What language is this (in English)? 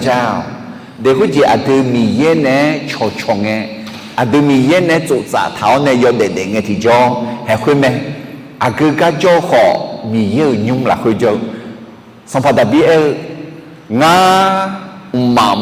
Akha